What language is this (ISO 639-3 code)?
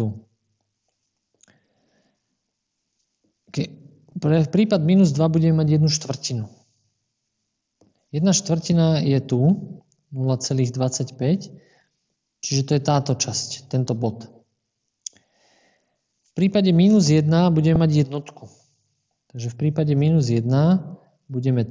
slk